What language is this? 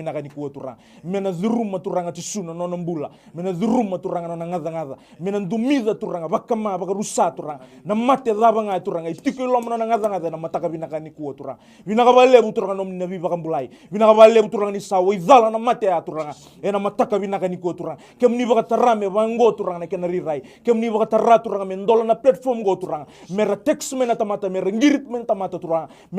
Fijian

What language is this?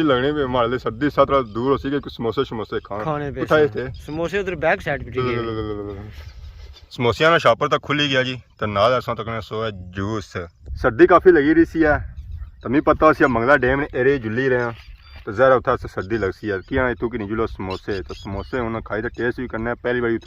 Pahari-Potwari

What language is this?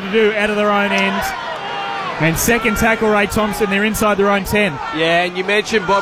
English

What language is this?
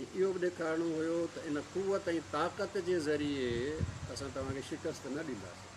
Sindhi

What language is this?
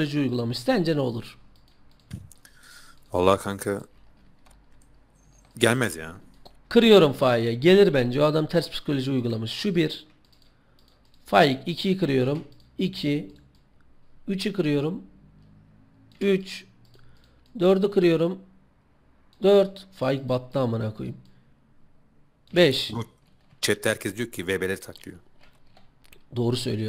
Turkish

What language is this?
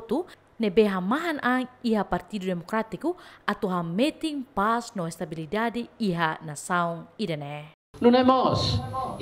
Tetum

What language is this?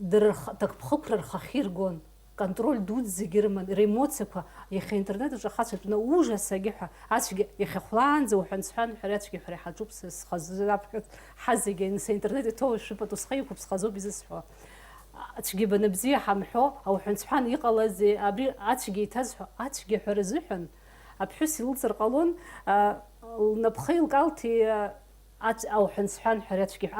Abkhazian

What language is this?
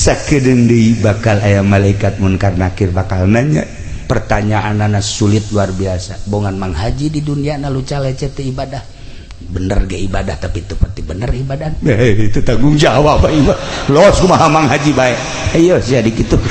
Sundanese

